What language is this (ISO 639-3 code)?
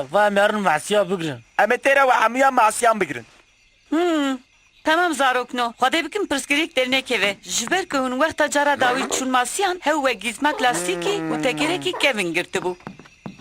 kur